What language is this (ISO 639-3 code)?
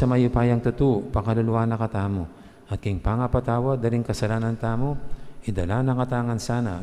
pam